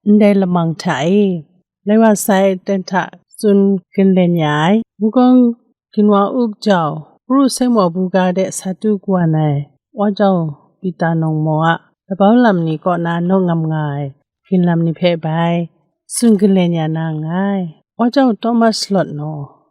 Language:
Kachin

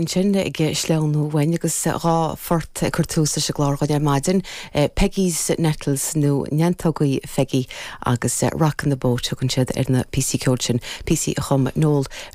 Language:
Irish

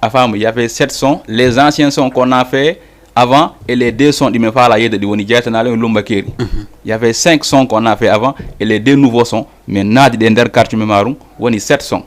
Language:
Fula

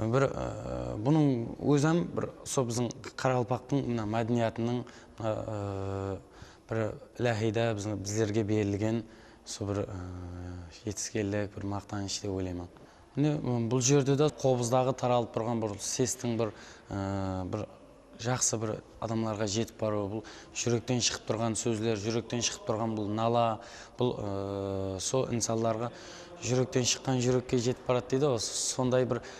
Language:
Kara-Kalpak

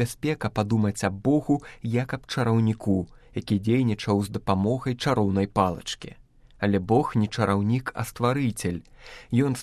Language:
Belarusian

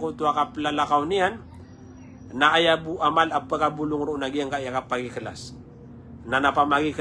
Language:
Maranao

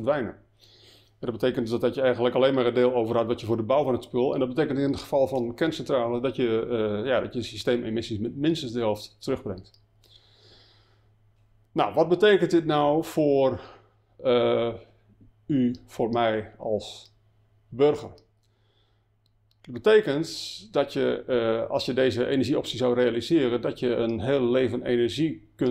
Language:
Dutch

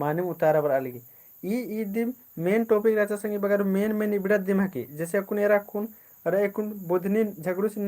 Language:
Kurukh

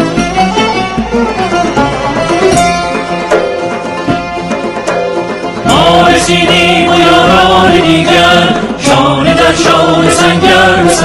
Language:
Persian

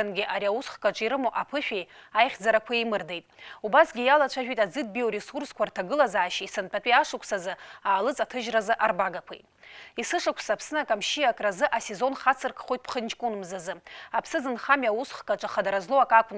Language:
Abkhazian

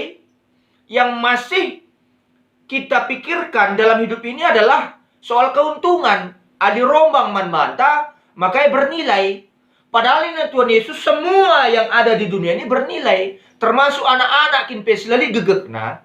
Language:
Batak Karo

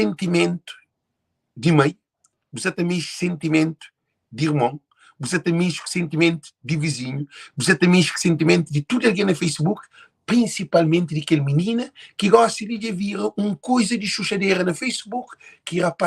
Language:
Kabuverdianu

